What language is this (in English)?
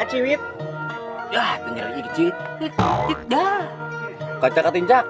Sundanese